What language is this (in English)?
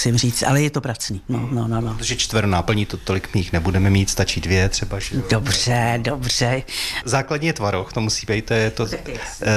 Czech